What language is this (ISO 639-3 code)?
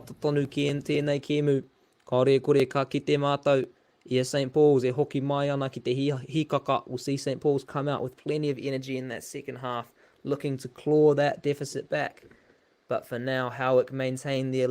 mri